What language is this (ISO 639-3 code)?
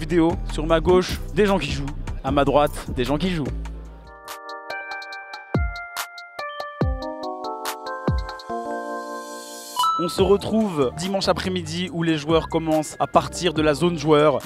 fra